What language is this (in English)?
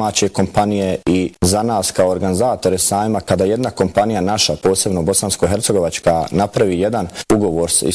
Bosnian